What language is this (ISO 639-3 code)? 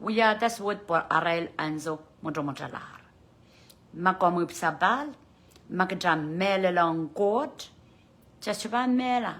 pon